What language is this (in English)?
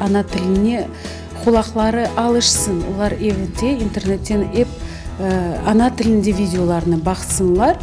Crimean Tatar